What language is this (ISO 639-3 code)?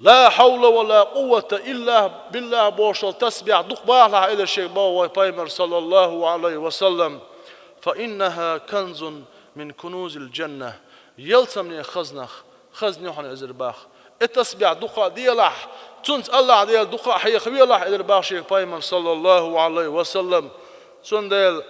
che